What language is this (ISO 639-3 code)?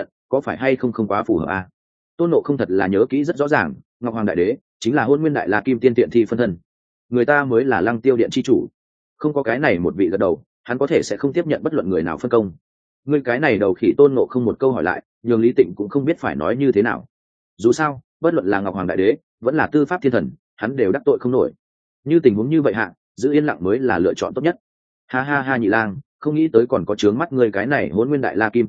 vie